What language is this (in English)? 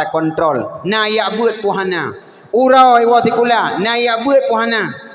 Achinese